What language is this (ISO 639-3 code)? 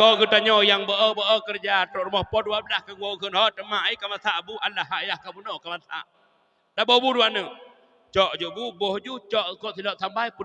ace